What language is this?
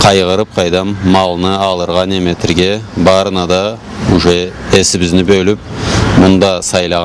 Karachay-Balkar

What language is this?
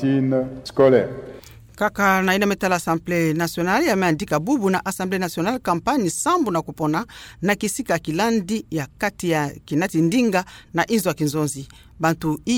Kituba (Democratic Republic of Congo)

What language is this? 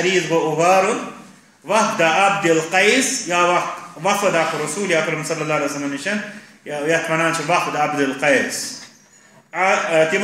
Kashmiri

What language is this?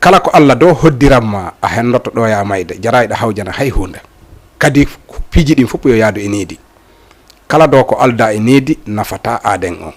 Fula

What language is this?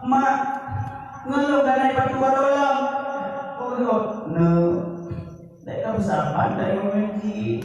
Achinese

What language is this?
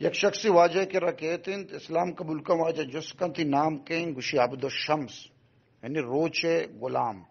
Baluchi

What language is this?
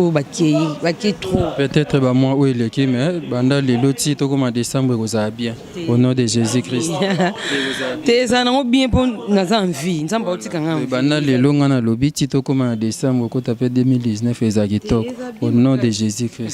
Lingala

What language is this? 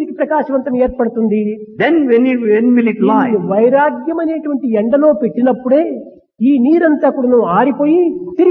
Telugu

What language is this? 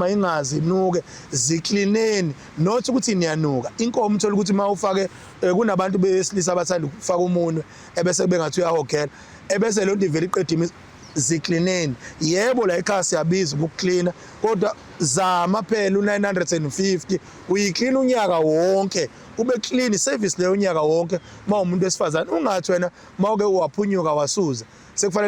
Zulu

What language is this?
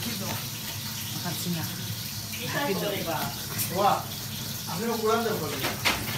Sylheti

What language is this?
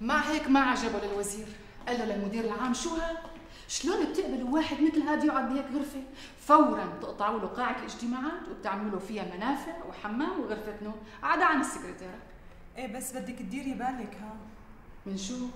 North Levantine Arabic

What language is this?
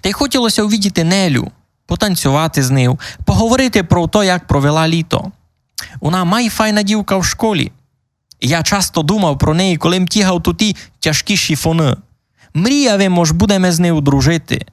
Rusyn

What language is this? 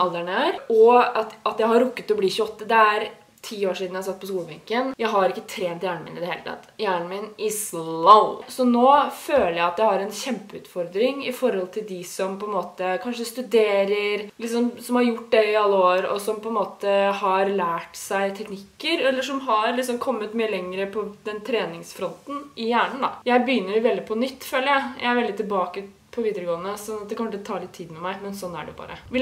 Norwegian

